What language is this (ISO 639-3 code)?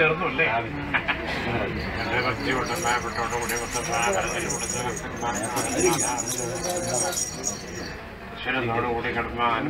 mal